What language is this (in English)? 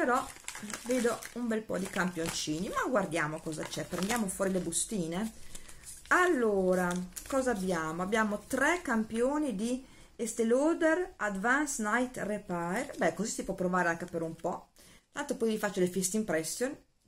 Italian